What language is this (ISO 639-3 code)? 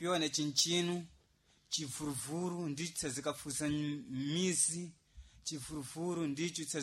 seh